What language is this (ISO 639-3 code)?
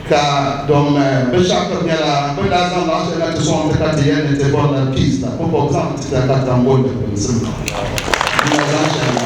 dag